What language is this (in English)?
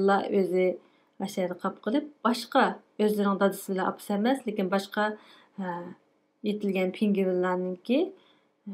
Uyghur